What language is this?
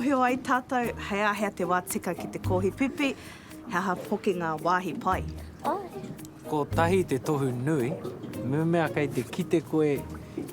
Māori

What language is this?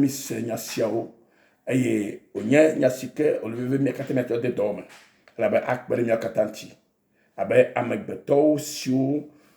Ewe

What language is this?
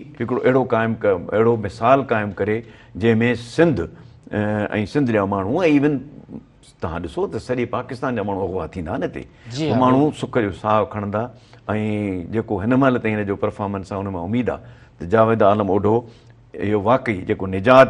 Sindhi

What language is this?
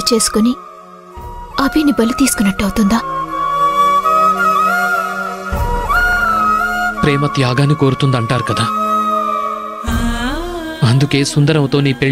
Telugu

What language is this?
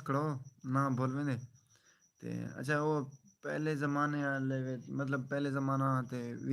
Saraiki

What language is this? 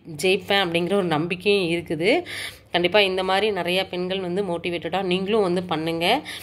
Tamil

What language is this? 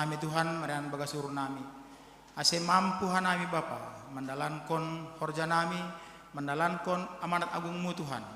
Batak Simalungun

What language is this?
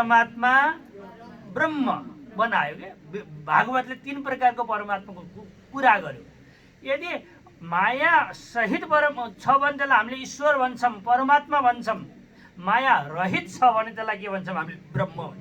Nepali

